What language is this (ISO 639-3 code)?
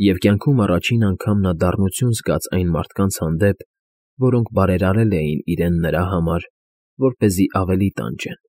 hye